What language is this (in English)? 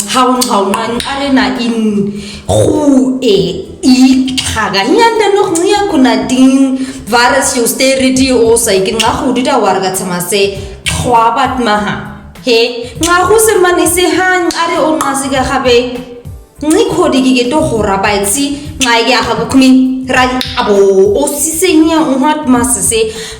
Nama